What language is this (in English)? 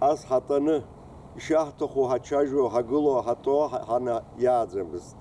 Abkhazian